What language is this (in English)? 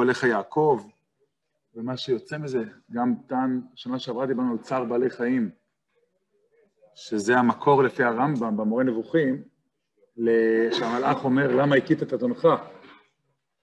Hebrew